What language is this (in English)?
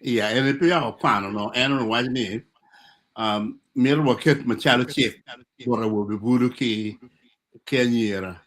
Acoli